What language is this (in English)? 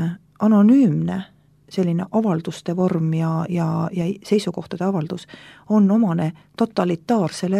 Estonian